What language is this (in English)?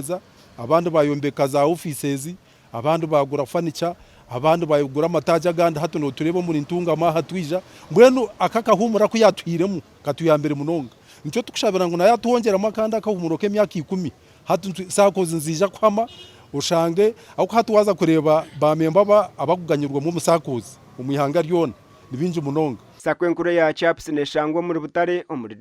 Nyankole